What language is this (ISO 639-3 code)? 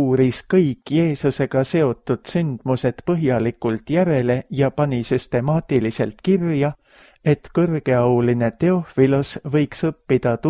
est